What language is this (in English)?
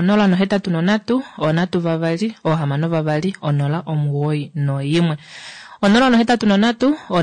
Kuanyama